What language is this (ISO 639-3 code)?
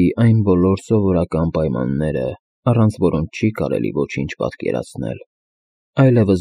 hye